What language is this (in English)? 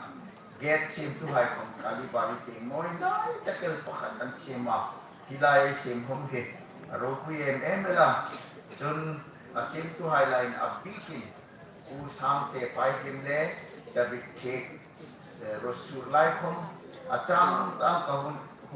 Hmar